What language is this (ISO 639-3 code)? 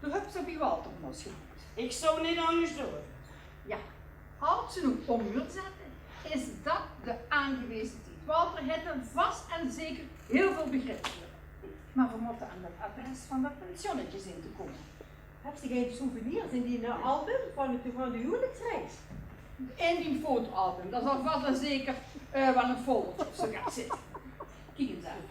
lim